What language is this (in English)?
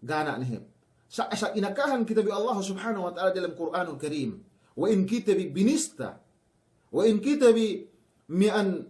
Yakan